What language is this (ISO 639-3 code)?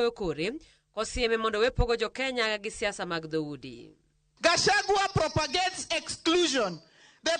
luo